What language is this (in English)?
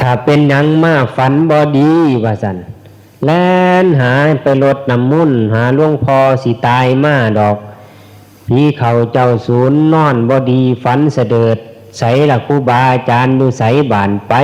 Northeastern Thai